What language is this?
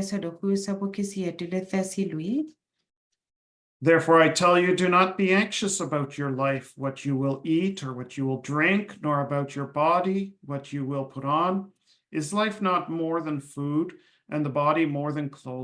S'gaw Karen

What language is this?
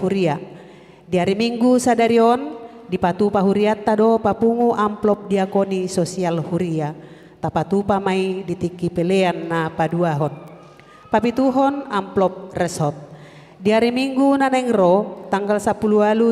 Batak Toba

